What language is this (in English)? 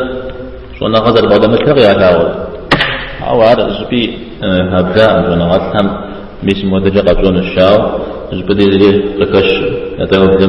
Kabardian